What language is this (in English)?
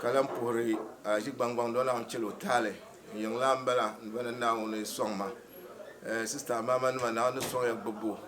Dagbani